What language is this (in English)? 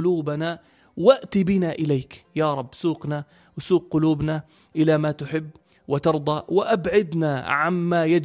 North Levantine Arabic